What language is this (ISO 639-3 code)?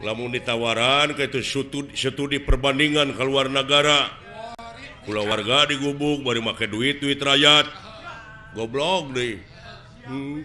sun